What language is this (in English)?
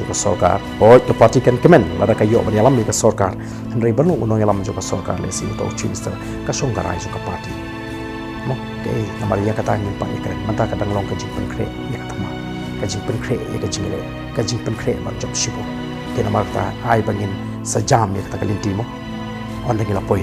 Khasi